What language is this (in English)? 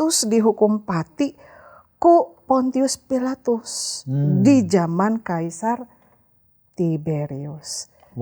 Sundanese